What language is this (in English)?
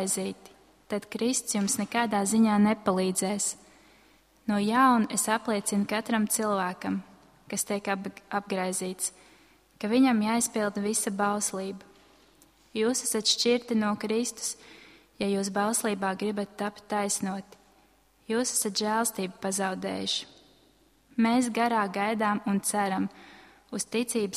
Latvian